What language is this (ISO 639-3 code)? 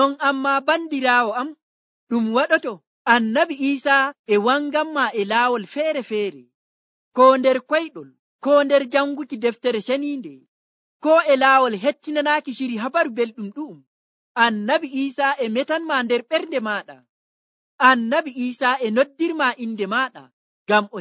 fuv